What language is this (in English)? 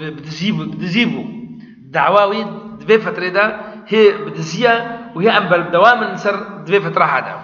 Kurdish